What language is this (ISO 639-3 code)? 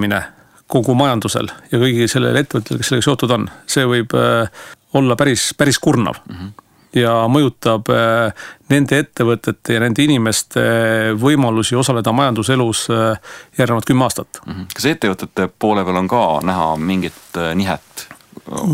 est